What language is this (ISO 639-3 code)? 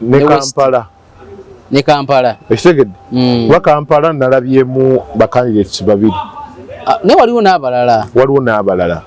lug